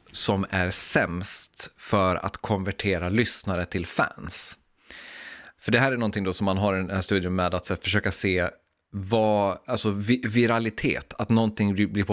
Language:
Swedish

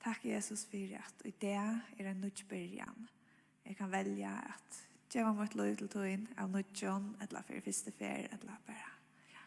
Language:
Faroese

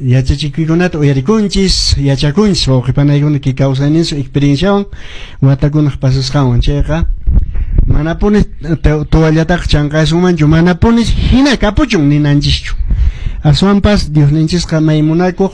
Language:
Quechua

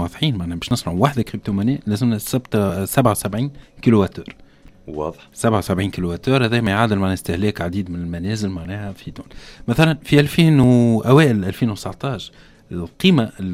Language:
Tunisian Arabic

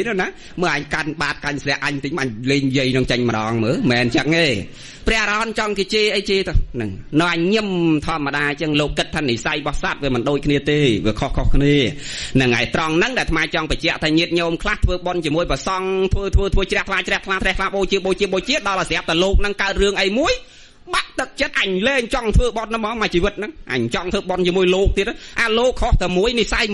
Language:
Khmer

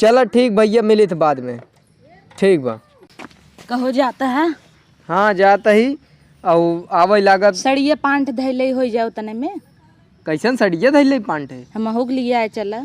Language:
Awadhi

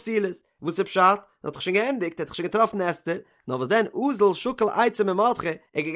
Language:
Yiddish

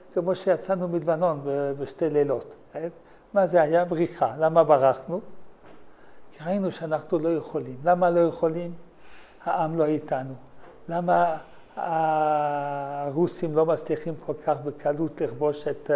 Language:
Hebrew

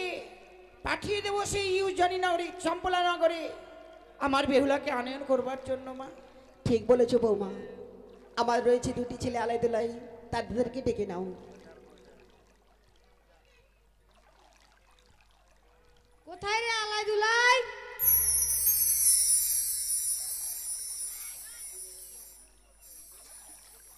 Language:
Bangla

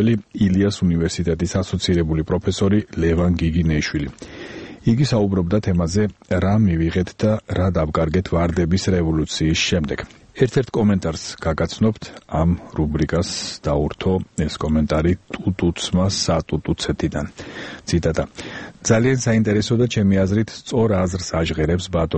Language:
Georgian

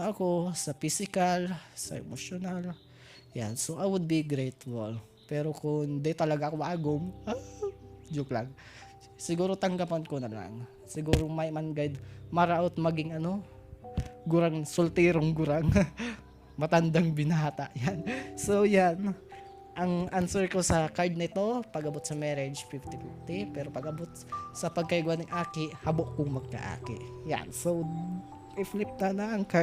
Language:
Bikol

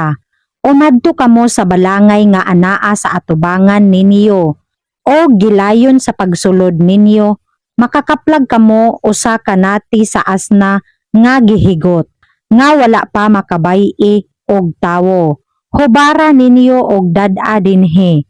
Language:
Cebuano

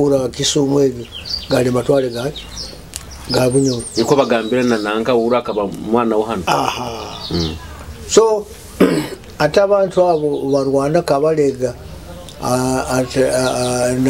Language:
Nyoro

